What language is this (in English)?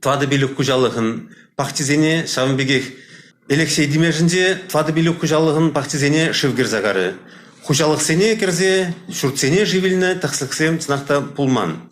Chuvash